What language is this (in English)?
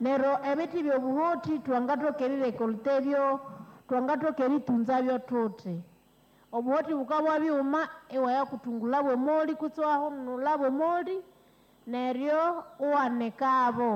Nande